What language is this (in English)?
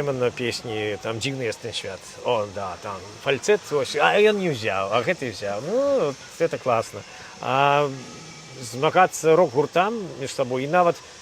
Belarusian